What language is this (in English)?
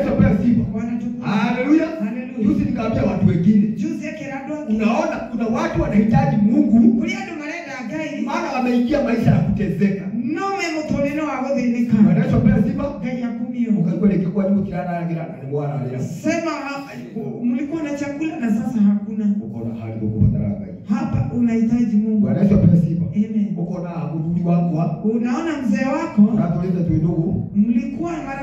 Swahili